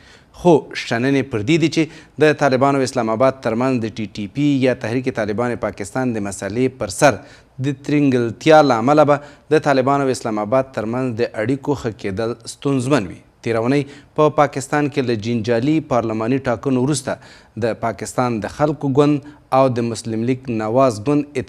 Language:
Pashto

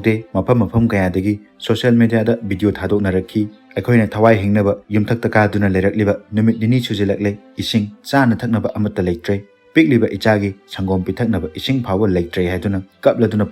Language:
Manipuri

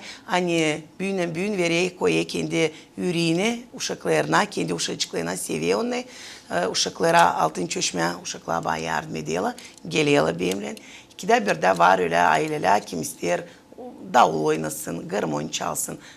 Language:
Gagauz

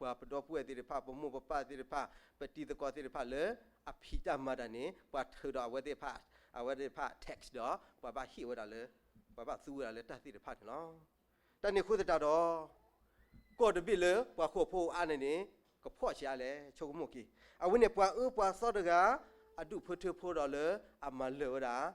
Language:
S'gaw Karen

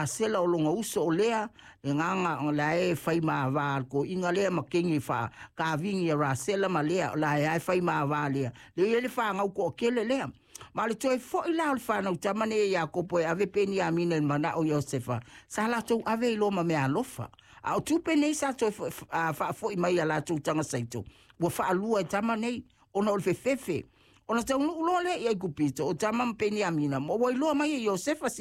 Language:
Samoan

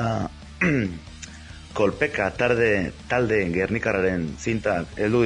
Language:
Basque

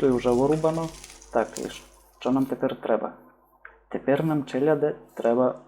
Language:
Rusyn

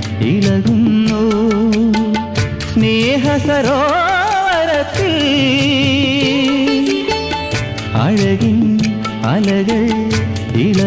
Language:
Malayalam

